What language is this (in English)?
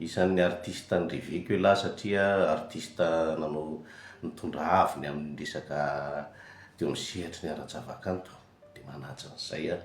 Malagasy